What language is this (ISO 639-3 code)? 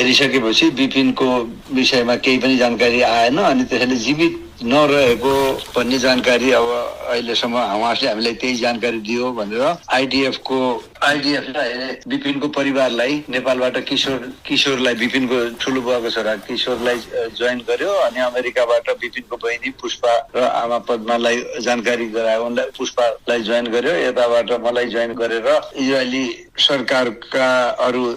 nep